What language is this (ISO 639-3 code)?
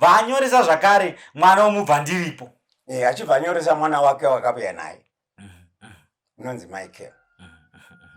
sna